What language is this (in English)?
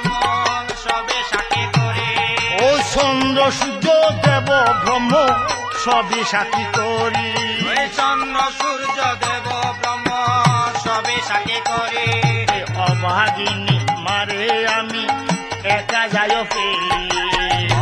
Bangla